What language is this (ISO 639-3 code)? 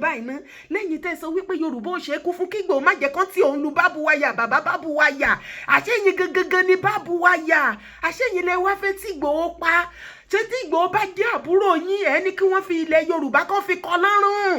yor